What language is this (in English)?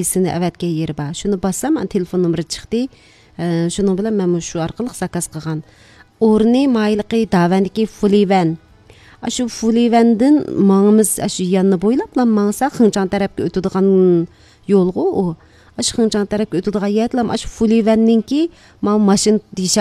Uyghur